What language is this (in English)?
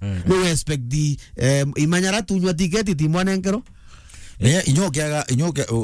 Meru